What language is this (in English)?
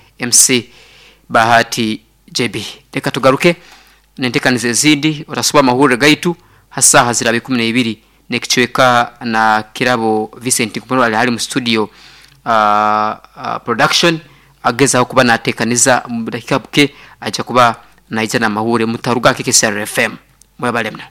Nyoro